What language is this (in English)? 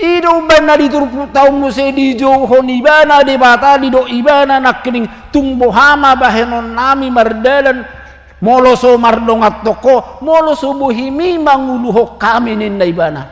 Batak Toba